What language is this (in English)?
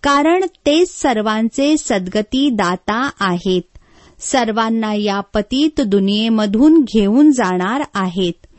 Marathi